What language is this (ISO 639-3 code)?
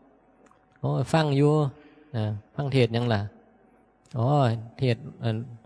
tts